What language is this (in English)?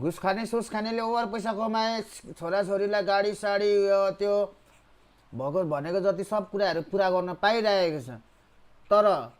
Nepali